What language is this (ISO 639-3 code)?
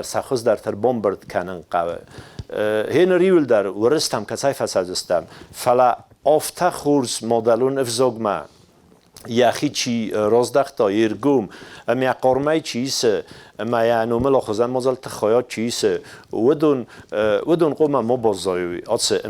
oss